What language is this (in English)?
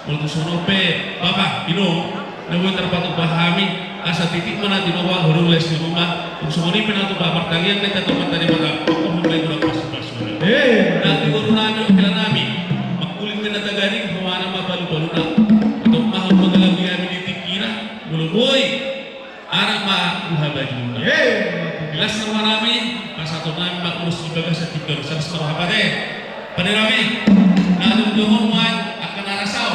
Batak Toba